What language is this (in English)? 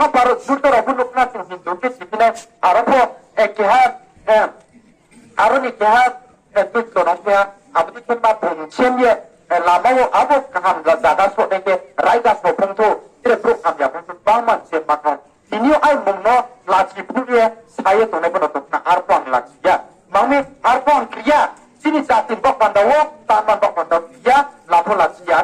Riang (India)